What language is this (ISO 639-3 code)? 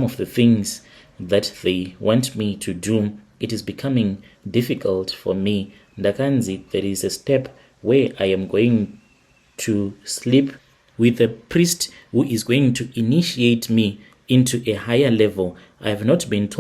sna